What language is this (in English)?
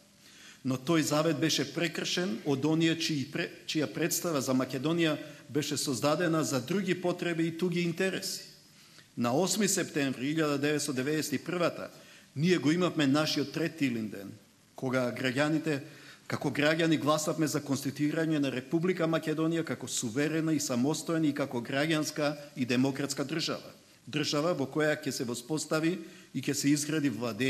Macedonian